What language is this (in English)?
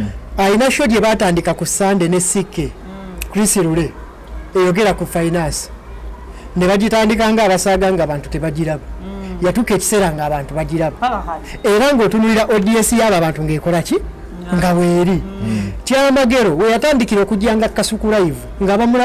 Ganda